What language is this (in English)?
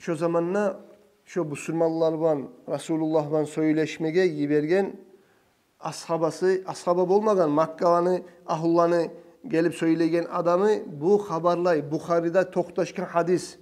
Kumyk